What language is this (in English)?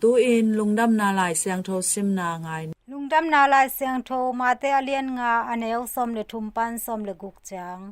Tedim Chin